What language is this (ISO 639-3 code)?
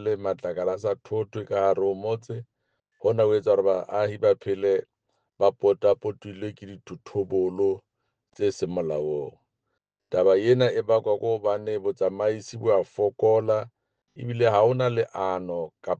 sot